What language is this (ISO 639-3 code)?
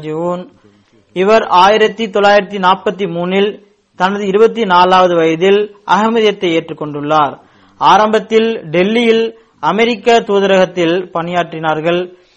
tam